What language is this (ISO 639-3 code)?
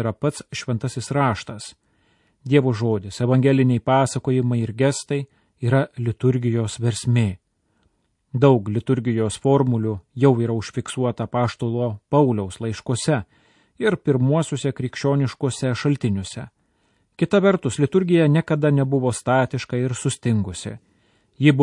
lit